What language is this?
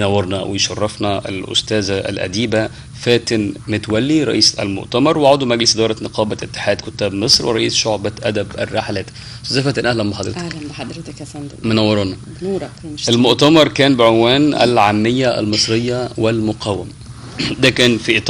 Egyptian Arabic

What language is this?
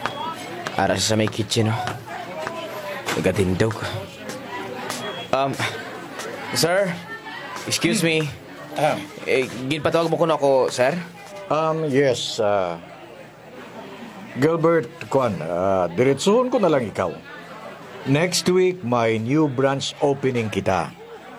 Hiligaynon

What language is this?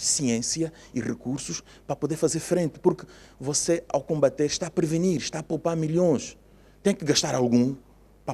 Tetum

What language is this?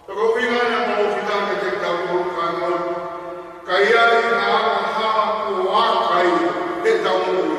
Tongan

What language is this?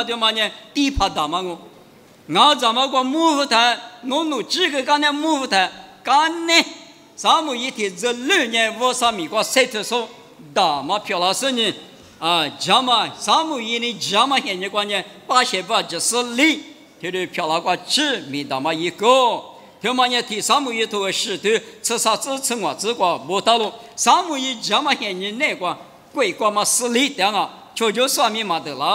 Lisu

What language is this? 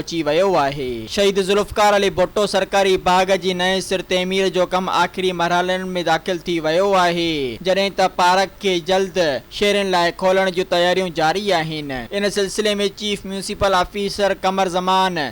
Sindhi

